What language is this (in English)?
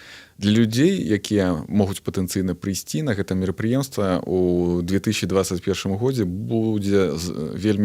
Belarusian